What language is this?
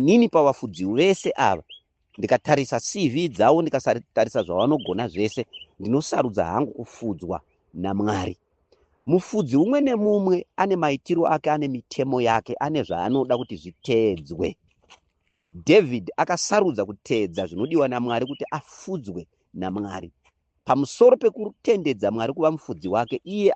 Shona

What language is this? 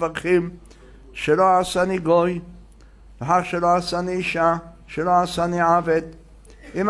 Hebrew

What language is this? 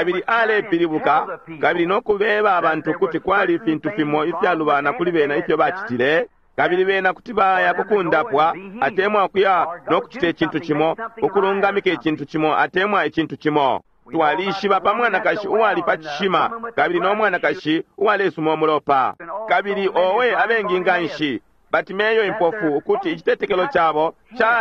Bemba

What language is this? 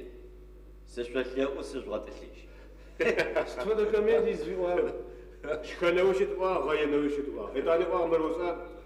Adyghe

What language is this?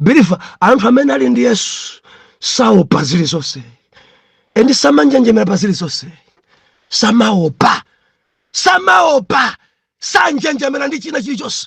Nyanja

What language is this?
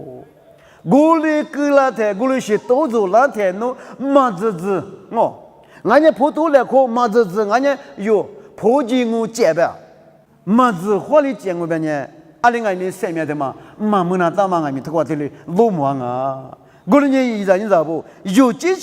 Lisu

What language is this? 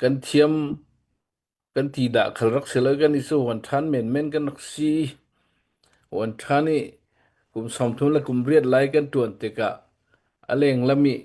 Hakha Chin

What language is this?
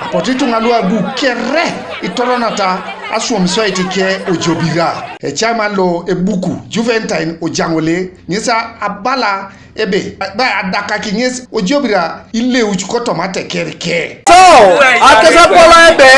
Teso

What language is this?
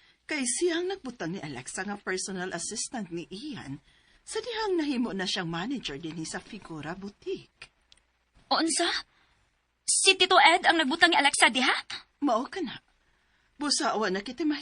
Cebuano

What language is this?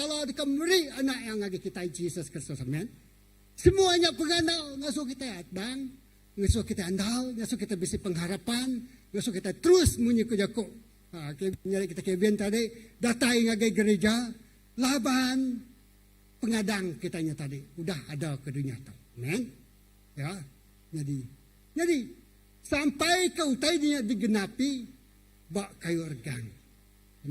Iban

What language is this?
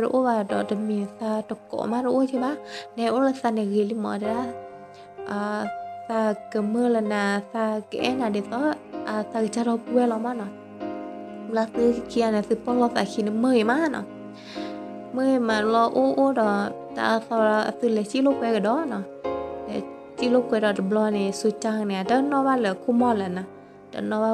S'gaw Karen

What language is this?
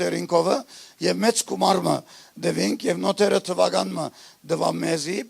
Western Armenian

